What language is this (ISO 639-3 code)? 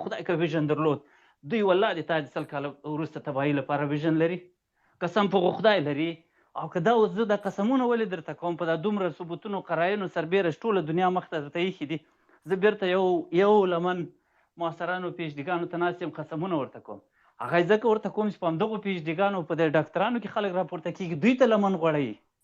pus